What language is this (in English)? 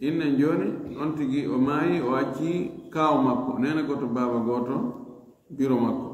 Fula